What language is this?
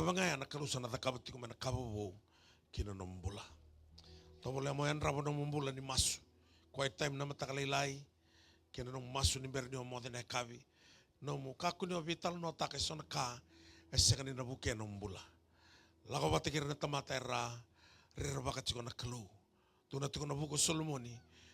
Fijian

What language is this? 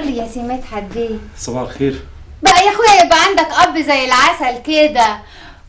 Egyptian Arabic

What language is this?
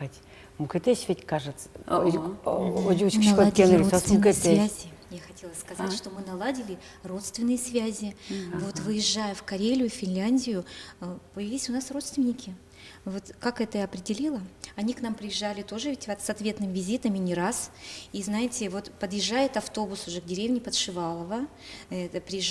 Udmurt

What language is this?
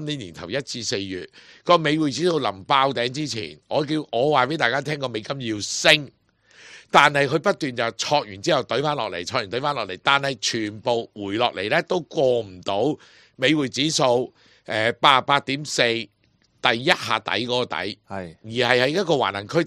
Cantonese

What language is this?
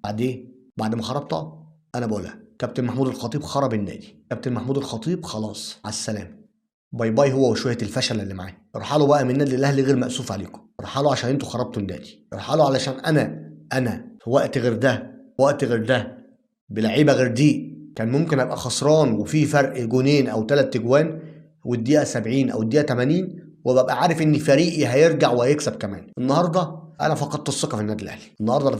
Egyptian Arabic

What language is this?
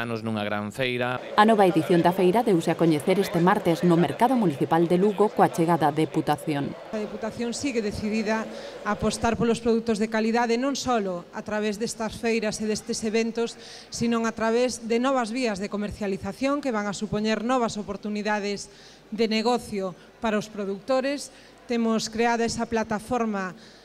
Galician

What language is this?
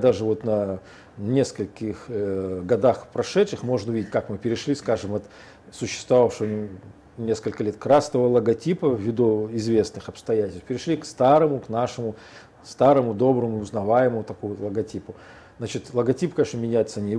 Russian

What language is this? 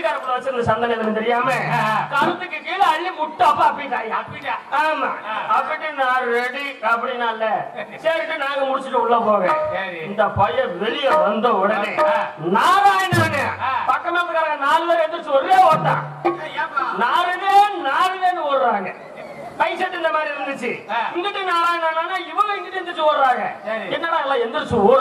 Tamil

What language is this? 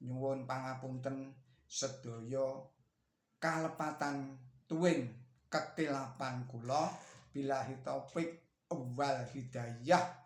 Javanese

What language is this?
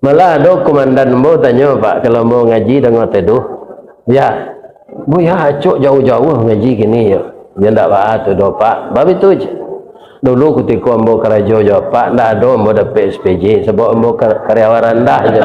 Minangkabau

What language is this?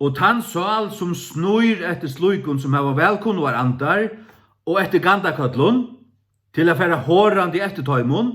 Faroese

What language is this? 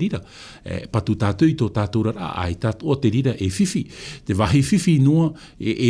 Tahitian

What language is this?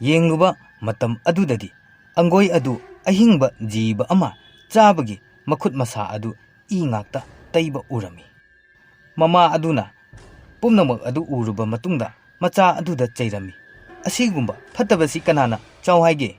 Manipuri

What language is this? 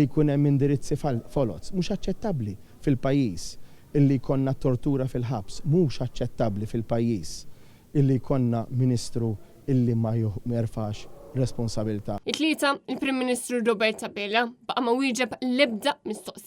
Maltese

